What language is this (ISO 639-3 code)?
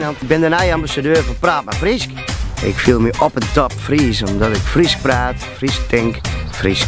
fry